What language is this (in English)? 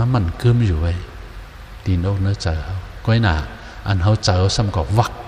Shan